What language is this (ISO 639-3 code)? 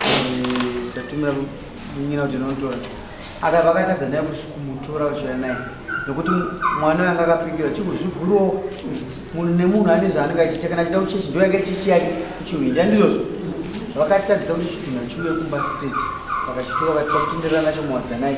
sna